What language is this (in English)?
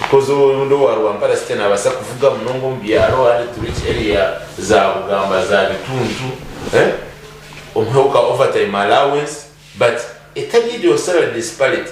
Nyankole